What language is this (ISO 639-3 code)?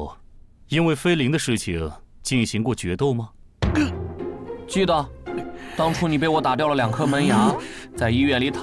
zho